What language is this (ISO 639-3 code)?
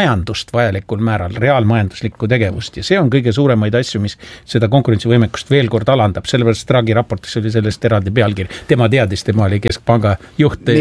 est